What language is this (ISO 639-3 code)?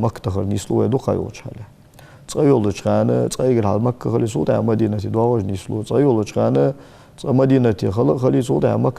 inh